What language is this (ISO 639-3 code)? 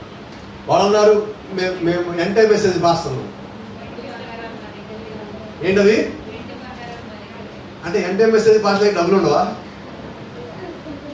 tel